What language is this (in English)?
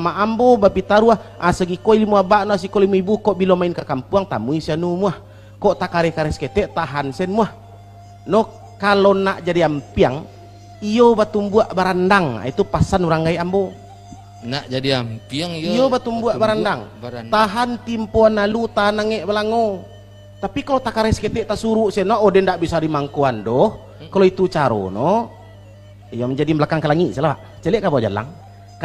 Minangkabau